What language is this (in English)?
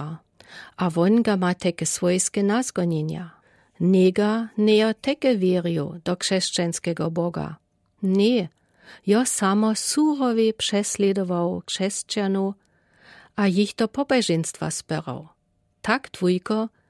Lower Sorbian